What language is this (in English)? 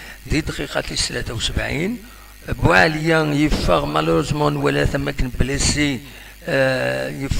Kabyle